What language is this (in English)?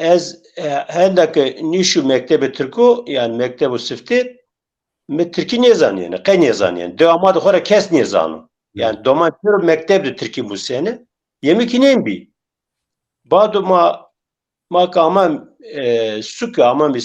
Zaza